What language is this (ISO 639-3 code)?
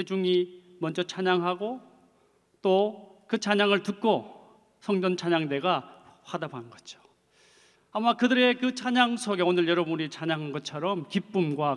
kor